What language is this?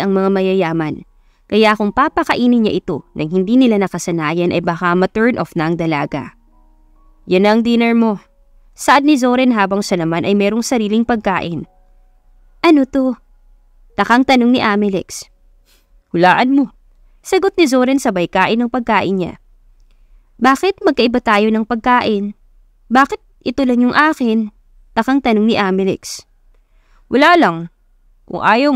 Filipino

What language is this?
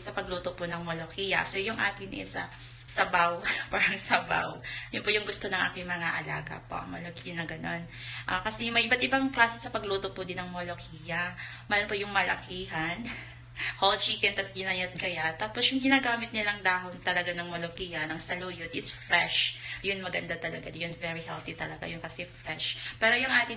Filipino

